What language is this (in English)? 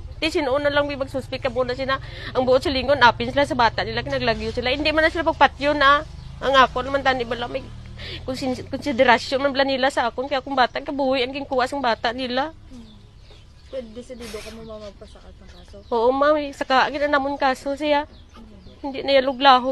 Hiligaynon